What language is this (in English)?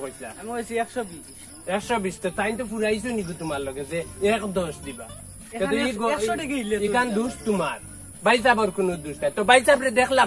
Sylheti